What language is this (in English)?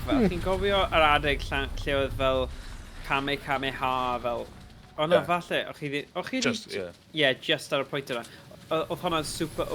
Welsh